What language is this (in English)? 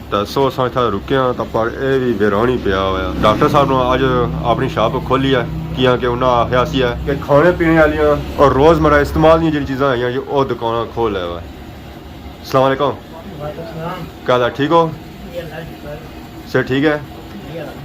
Pahari-Potwari